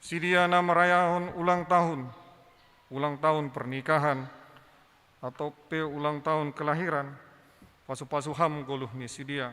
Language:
Batak Simalungun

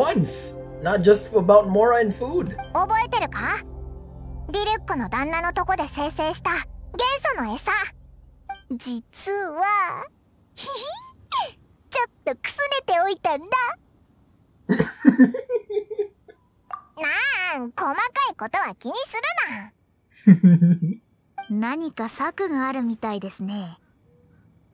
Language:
Japanese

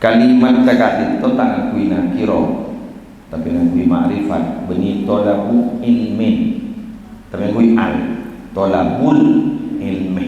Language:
Madurese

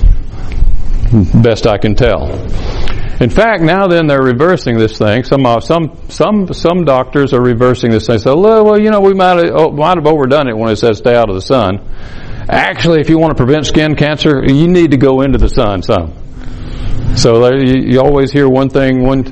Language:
English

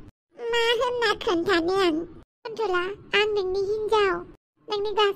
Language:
Bodo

